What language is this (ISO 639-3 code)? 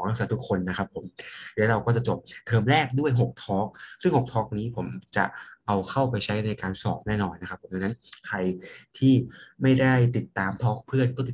tha